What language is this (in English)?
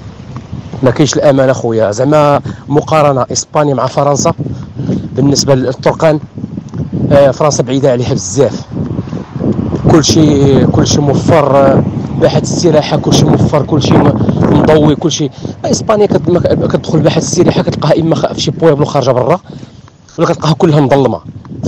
Moroccan Arabic